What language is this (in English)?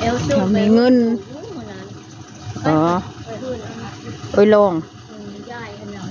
Northeastern Thai